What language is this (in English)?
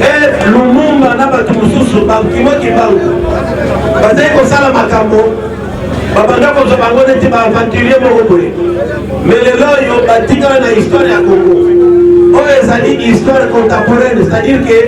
Lingala